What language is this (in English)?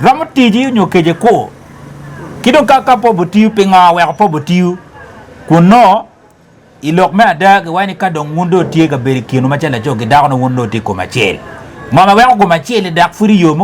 Acoli